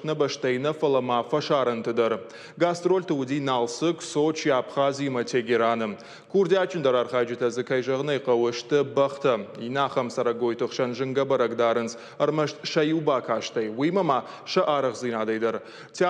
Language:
Ossetic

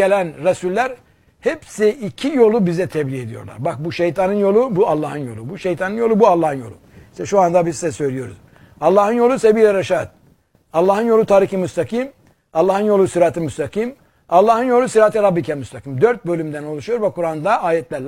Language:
Turkish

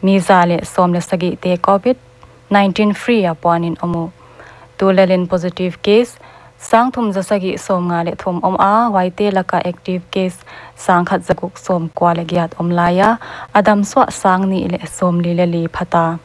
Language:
Paite Chin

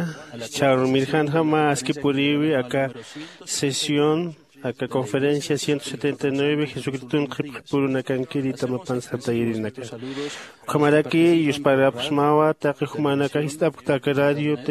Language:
Aymara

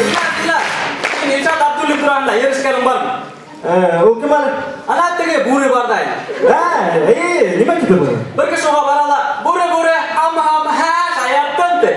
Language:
Bashkir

